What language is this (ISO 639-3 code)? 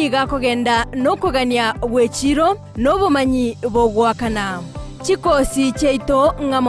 guz